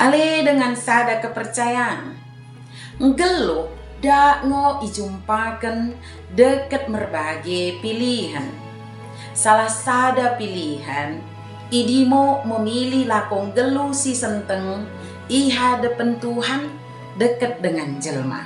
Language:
Batak Dairi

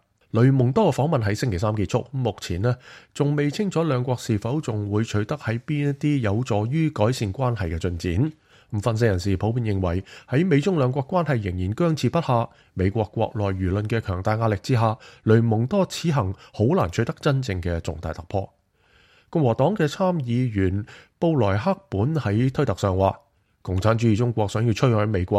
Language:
Cantonese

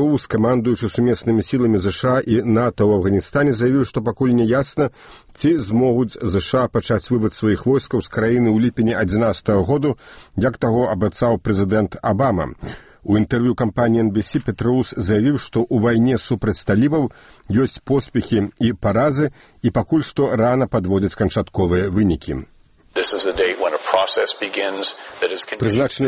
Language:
Belarusian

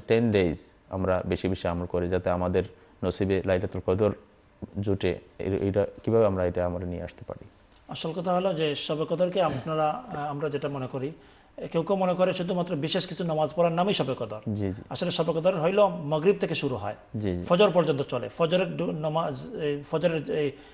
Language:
Bangla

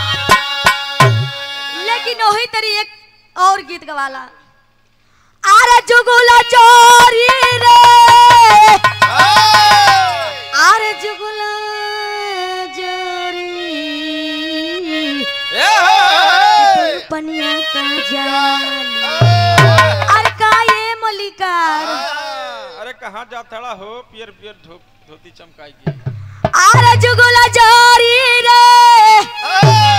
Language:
Bhojpuri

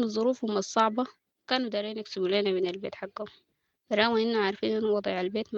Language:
Sudanese Arabic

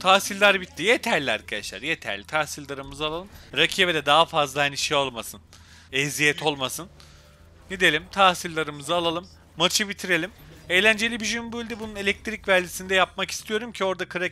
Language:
Turkish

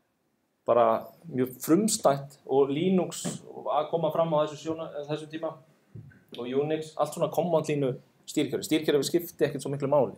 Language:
Icelandic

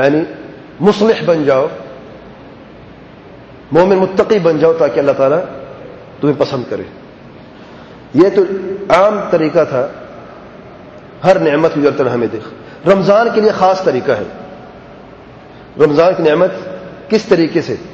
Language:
Urdu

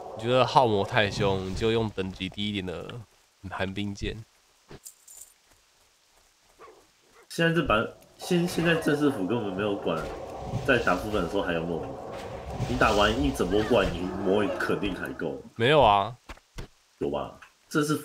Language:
Chinese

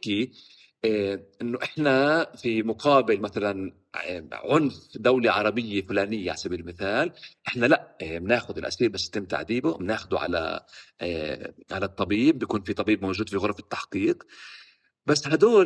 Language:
North Levantine Arabic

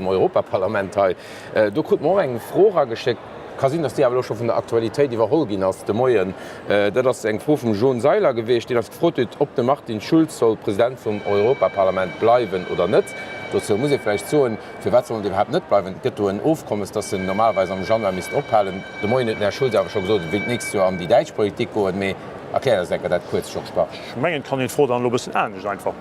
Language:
Luxembourgish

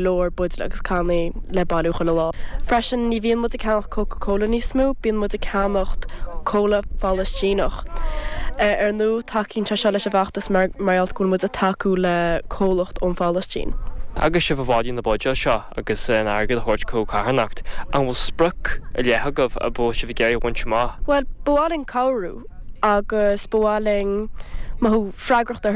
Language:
Irish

